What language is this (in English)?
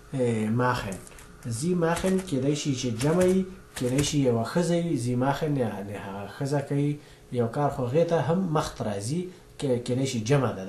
Pashto